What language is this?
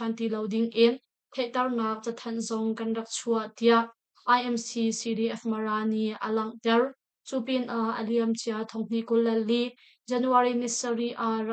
Hakha Chin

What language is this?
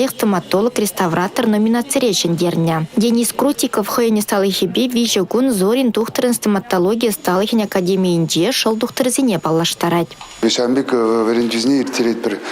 Chuvash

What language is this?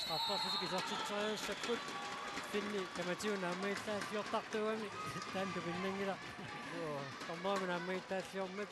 Kalaallisut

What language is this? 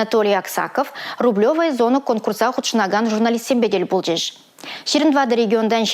Chuvash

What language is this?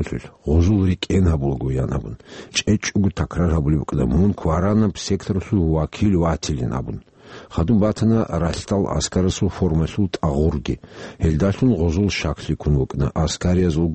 Avaric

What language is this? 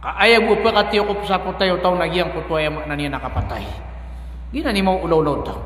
Maranao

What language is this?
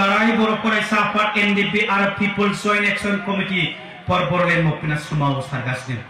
Bodo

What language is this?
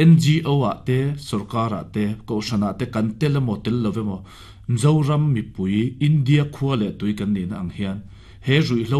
Mizo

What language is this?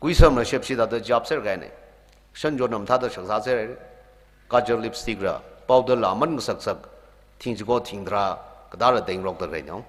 Tangkhul Naga (India)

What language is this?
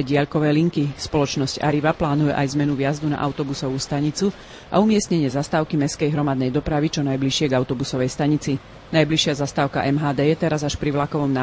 Slovak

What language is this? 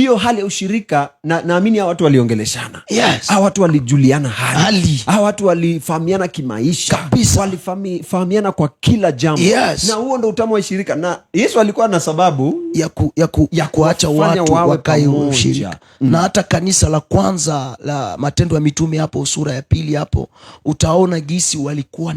Swahili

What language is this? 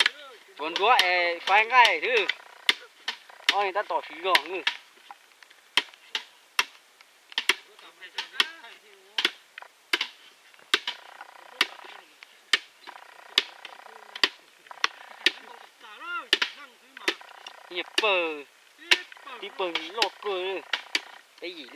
Vietnamese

